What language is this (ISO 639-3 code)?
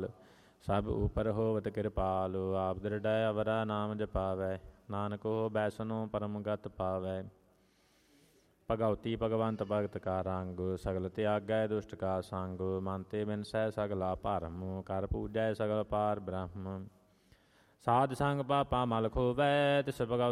pan